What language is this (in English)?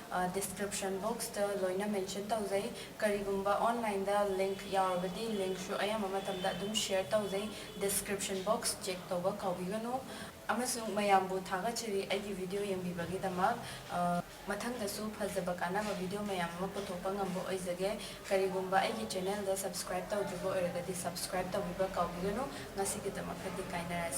Manipuri